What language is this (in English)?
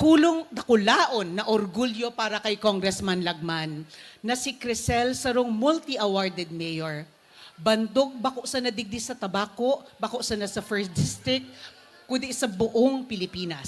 Bikol